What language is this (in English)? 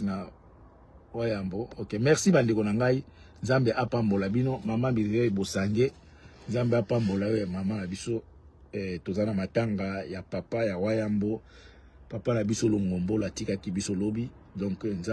Lingala